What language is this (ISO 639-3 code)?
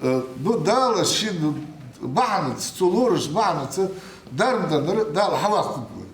inh